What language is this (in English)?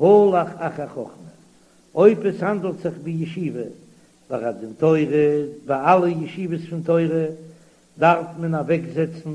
Yiddish